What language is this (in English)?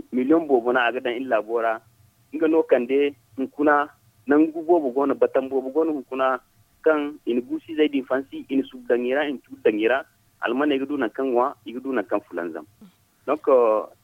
Zarma